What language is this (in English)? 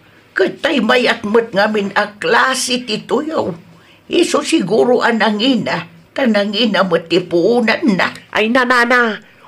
Iloko